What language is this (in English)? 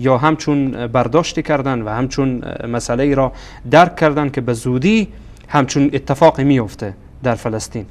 Persian